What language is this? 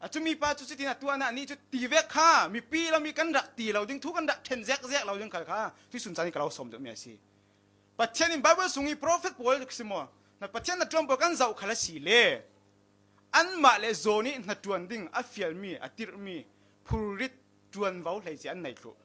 Falam Chin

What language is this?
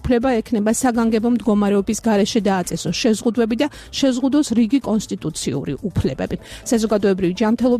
Georgian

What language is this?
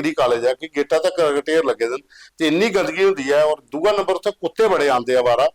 Dogri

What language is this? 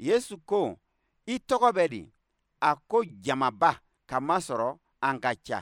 Bambara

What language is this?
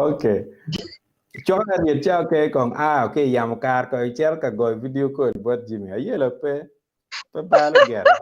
Acoli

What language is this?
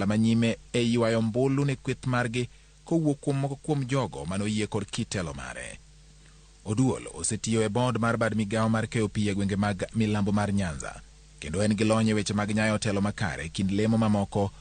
Luo (Kenya and Tanzania)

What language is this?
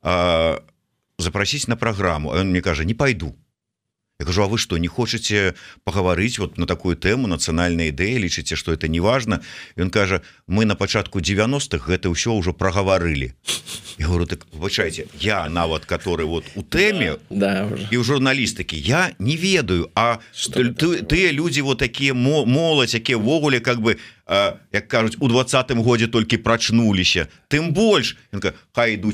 Belarusian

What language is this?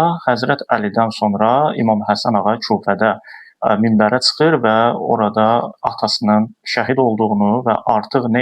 Azerbaijani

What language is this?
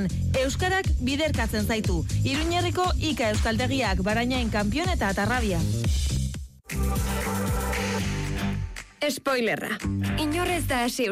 Basque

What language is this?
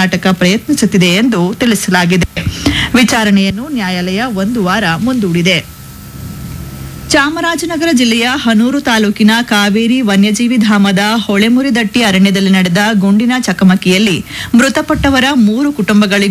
Kannada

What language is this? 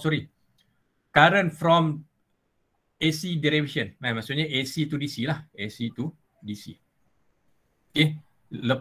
Malay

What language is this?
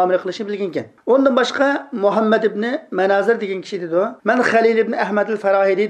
Uyghur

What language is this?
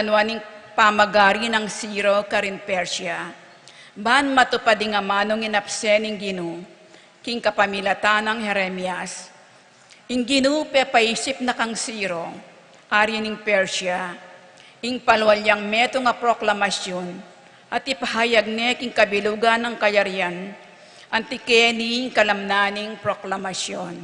Pampanga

